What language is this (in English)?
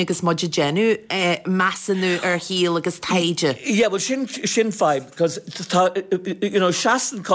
Irish